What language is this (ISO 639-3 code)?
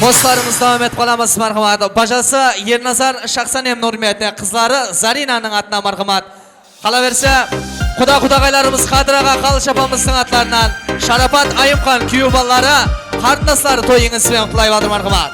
kaa